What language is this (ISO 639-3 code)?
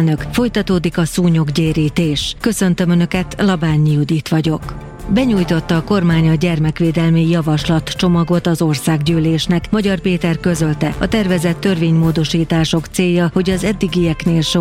hun